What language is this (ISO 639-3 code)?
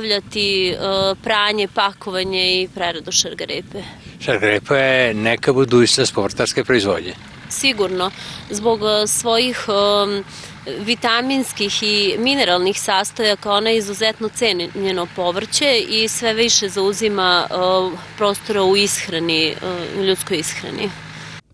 srp